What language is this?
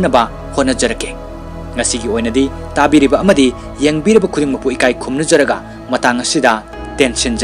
Manipuri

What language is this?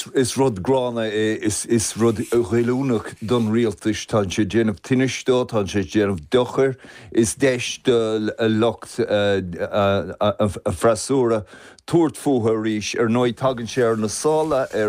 Irish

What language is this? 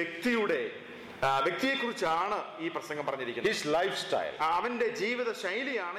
Malayalam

